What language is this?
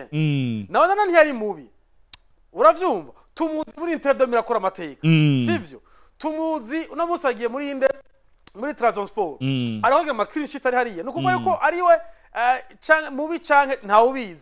Rundi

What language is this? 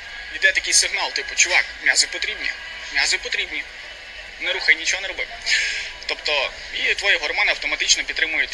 Ukrainian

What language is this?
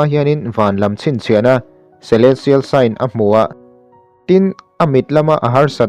Mizo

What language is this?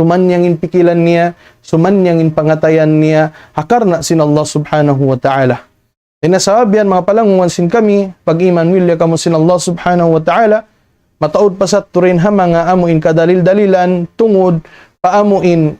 Tausug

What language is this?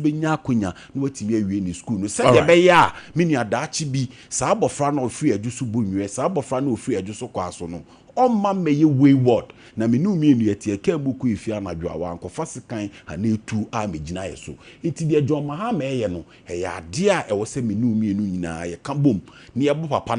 Akan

